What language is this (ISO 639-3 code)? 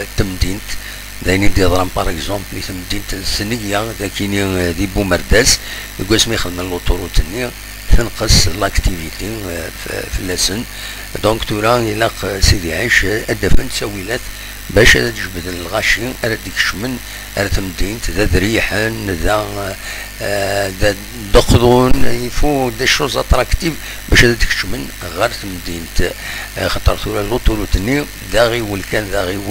kab